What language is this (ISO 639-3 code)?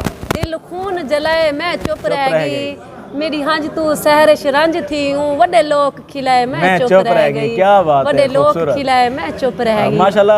skr